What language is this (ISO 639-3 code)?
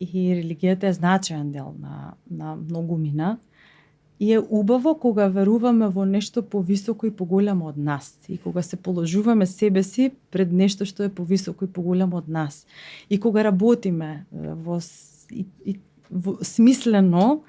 mkd